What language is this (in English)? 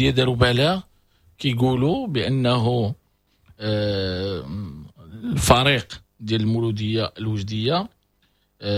Moroccan Arabic